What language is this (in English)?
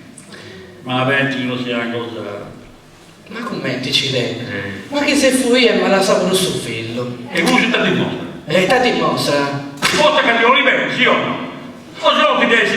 Sardinian